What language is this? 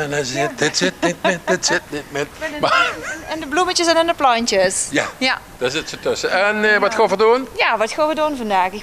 Limburgish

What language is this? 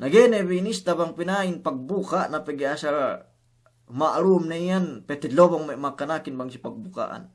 Yakan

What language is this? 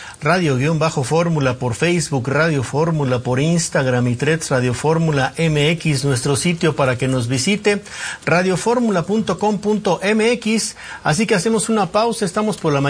Spanish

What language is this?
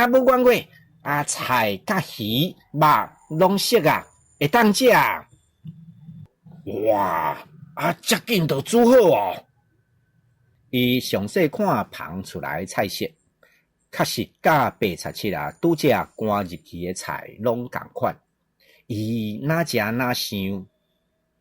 Min Nan Chinese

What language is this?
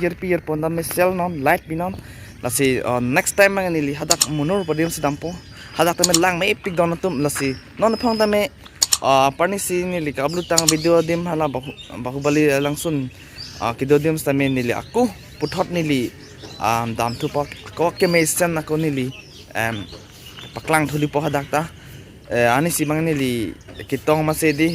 Karbi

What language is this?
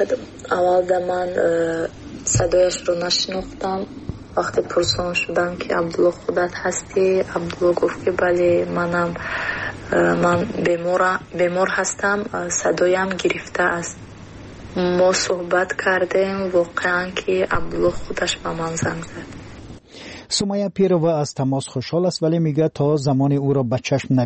Persian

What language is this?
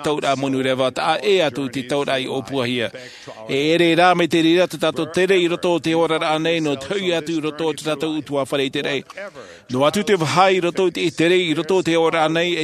Tahitian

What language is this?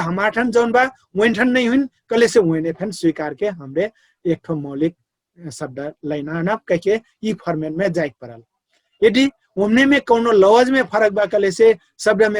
Dangaura Tharu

